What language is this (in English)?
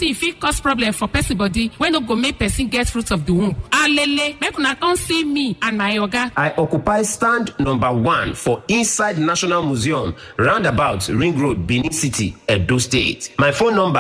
Nigerian Pidgin